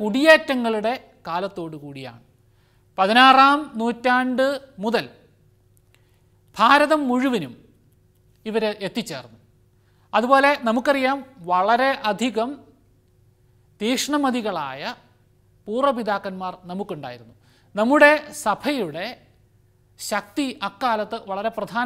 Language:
Malayalam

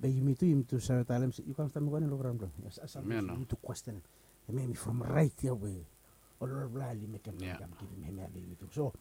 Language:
Bislama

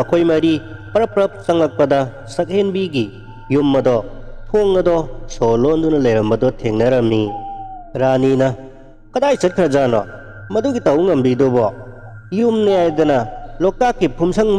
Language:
Manipuri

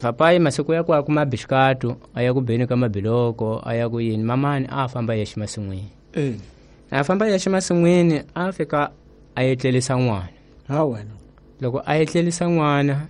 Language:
Tsonga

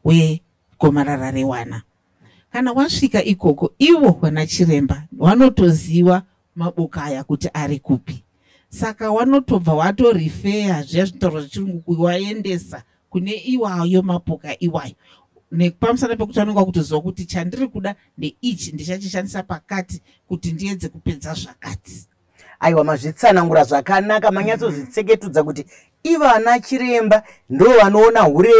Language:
Shona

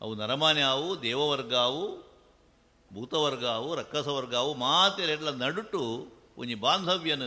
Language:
Tulu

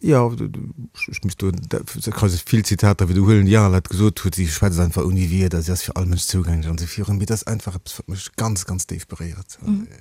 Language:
Luxembourgish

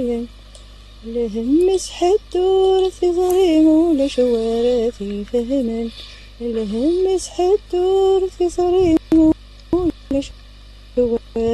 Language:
Kabyle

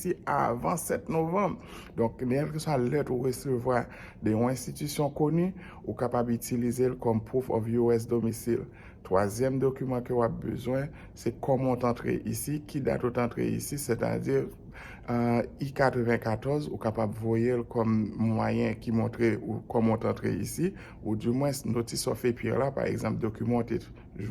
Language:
Haitian Creole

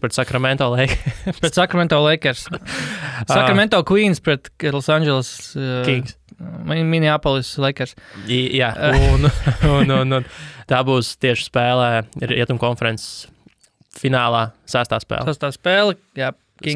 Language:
Latvian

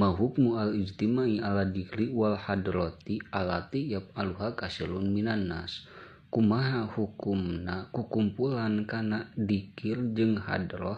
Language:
Sundanese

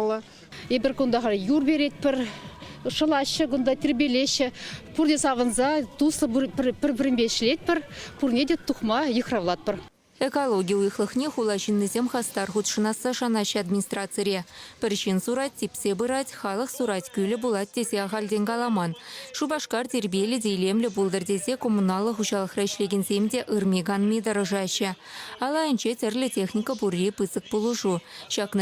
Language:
Chuvash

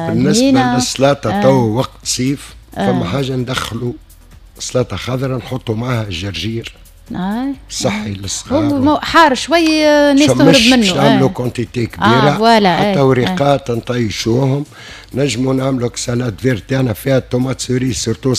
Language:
Tunisian Arabic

